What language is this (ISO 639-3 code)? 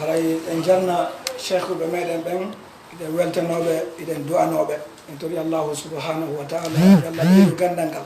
fuf